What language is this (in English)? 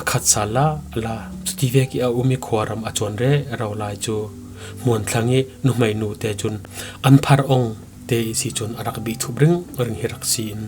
Falam Chin